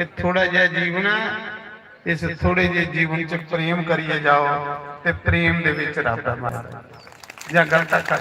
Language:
Dogri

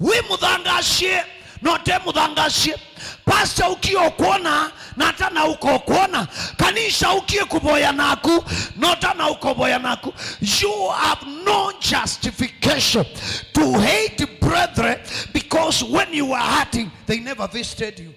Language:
Kamba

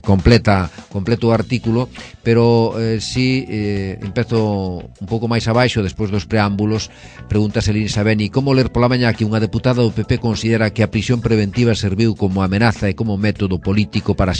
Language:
Galician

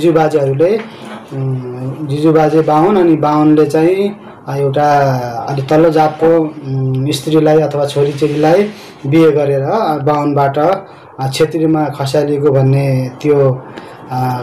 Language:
Nepali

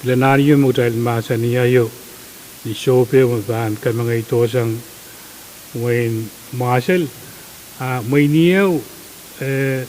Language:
Pohnpeian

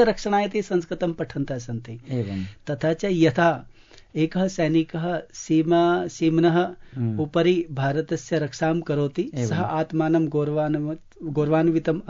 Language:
Sanskrit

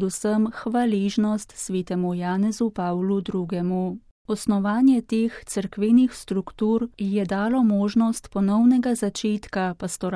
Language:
Slovenian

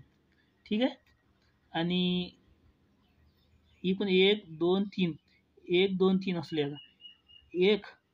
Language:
Marathi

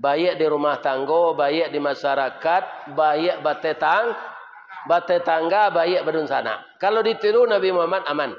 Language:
Minangkabau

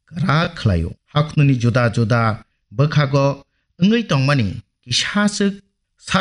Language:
Kok Borok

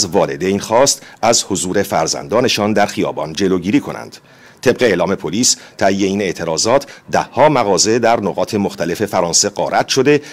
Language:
Persian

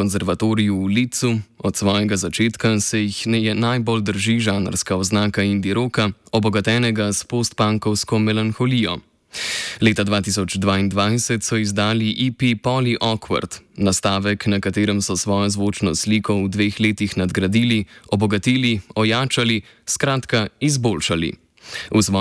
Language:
Slovenian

